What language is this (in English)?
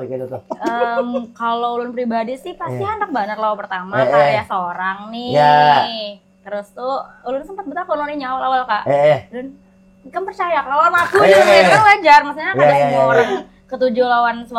Banjar